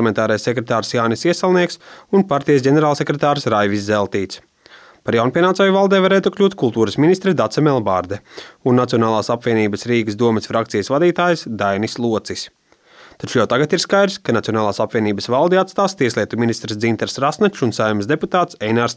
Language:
Latvian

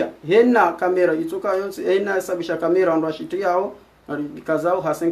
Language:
Ngazidja Comorian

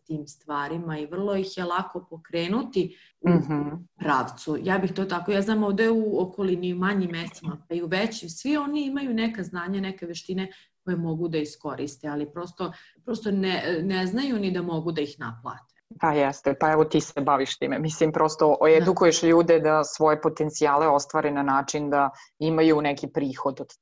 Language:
Serbian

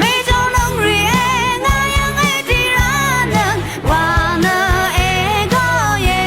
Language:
Rawang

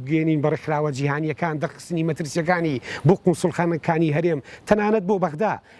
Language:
Central Kurdish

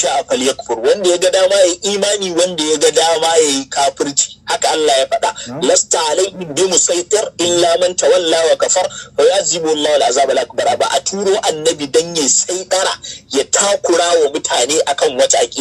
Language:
Hausa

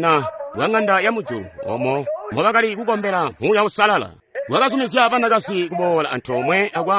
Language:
Tonga (Zambia)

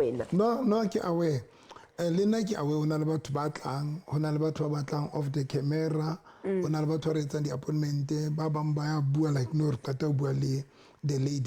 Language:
Southern Sotho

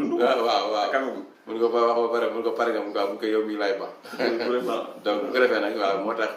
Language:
Wolof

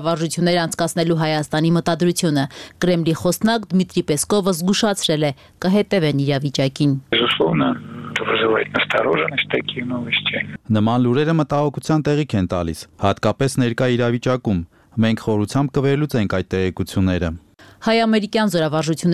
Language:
Armenian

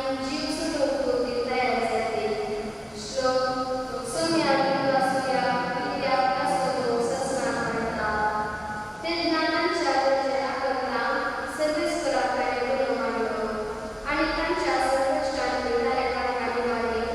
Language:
Konkani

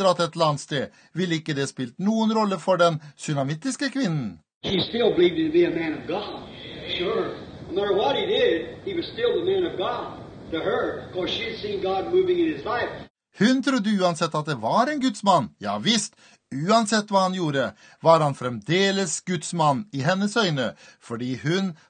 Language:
Norwegian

